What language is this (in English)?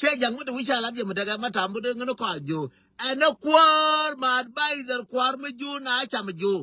Nuer